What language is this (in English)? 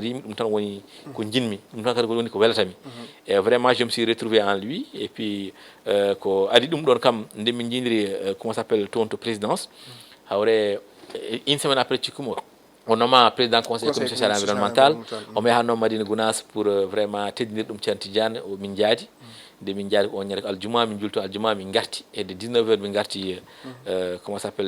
Fula